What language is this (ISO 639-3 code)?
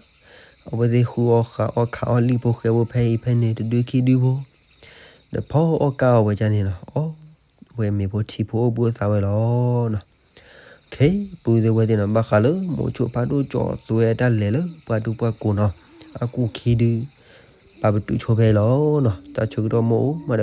ksw